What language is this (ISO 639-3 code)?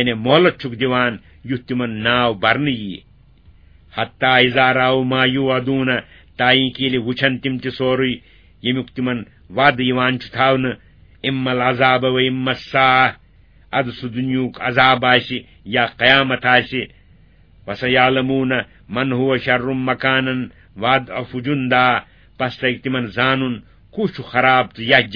kas